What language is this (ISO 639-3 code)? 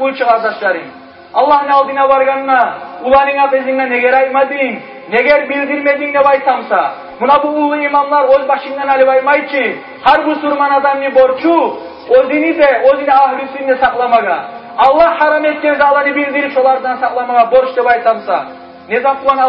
kum